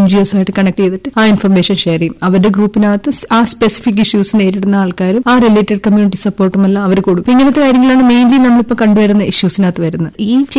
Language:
Malayalam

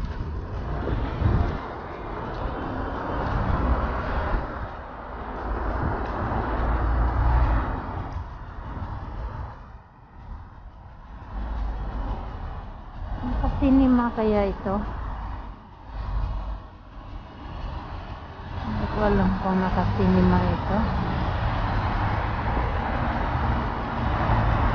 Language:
Filipino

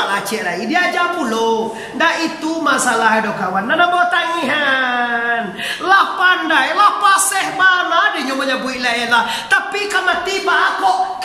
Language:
Minangkabau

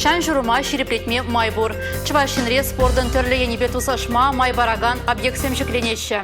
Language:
Chuvash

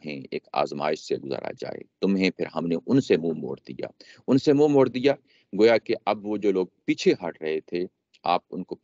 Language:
Urdu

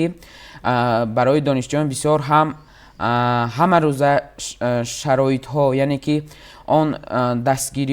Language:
Tajik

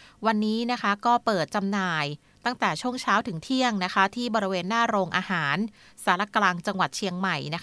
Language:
Thai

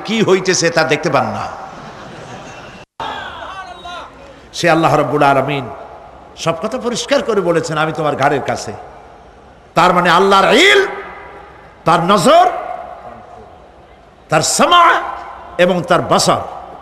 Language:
Bangla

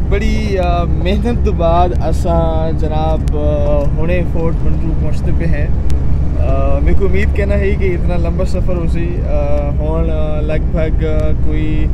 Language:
Saraiki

